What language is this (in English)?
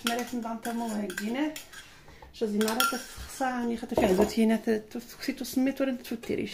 Algerian Arabic